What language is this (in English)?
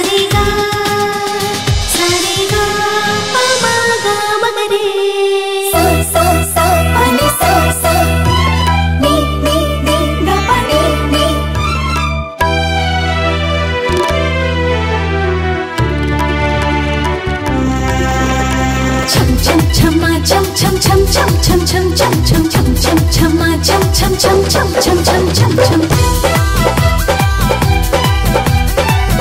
Bhojpuri